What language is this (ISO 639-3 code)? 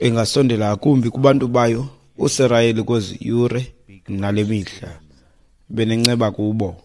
xho